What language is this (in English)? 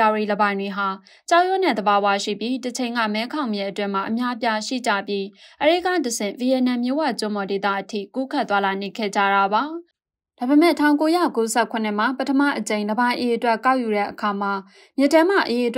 Burmese